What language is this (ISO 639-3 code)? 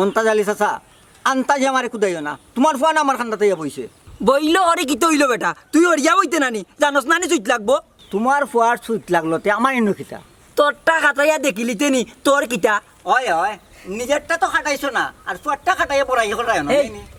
syl